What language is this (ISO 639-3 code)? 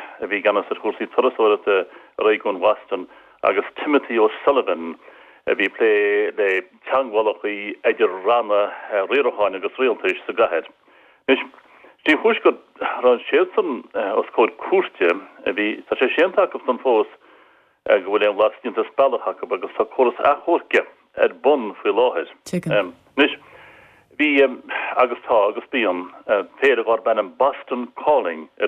gle